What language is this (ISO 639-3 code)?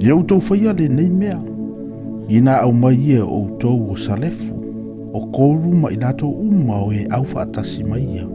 smo